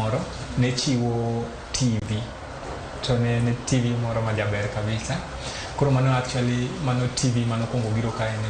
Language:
Luo (Kenya and Tanzania)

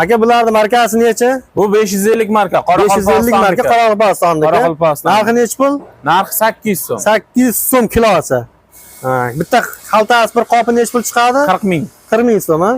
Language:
Uzbek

